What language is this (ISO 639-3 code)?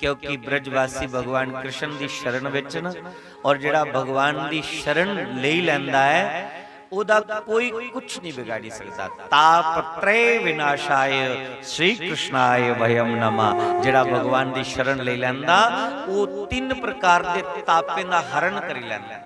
doi